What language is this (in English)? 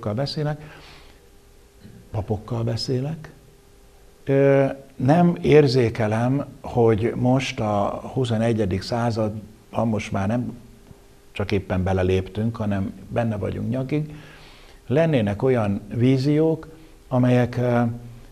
Hungarian